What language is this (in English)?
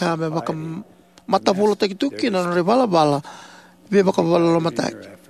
Fijian